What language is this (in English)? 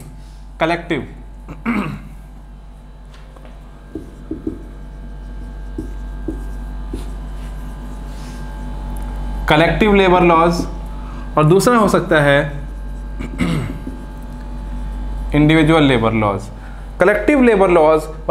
Hindi